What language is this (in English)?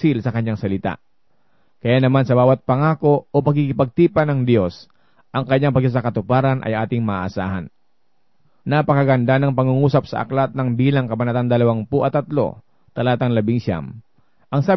Filipino